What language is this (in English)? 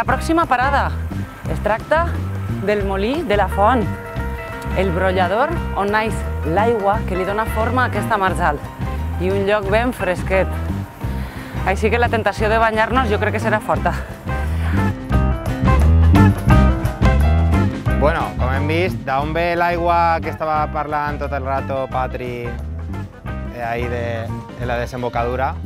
Catalan